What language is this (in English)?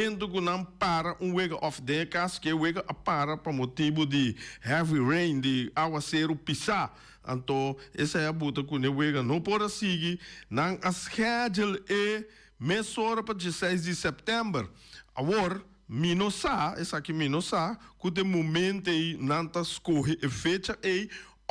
Papiamento